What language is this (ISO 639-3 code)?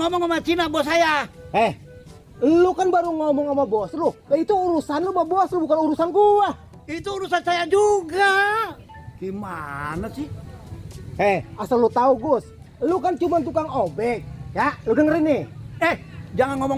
bew